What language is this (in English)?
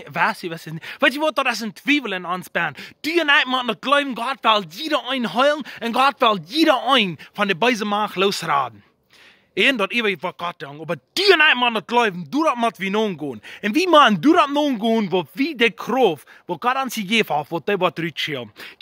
Plautdietsch